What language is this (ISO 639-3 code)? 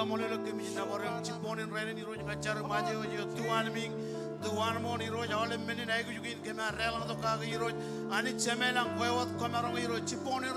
mah